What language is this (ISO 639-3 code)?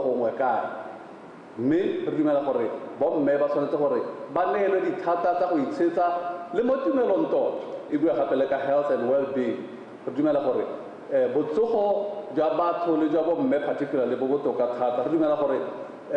tsn